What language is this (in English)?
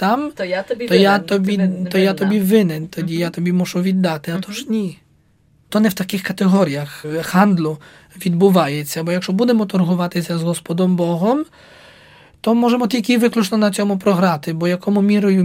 Ukrainian